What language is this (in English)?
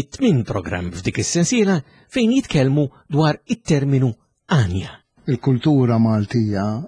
Maltese